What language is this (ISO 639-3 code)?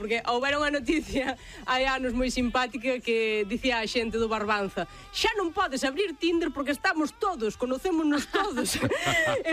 glg